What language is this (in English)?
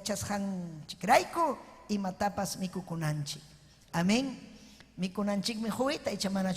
Ayacucho Quechua